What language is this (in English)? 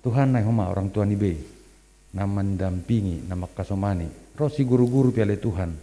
Batak Simalungun